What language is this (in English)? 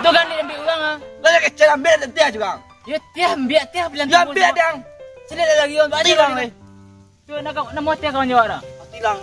Minangkabau